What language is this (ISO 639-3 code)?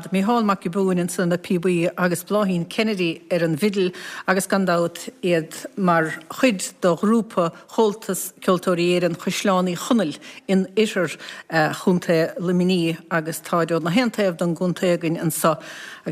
gle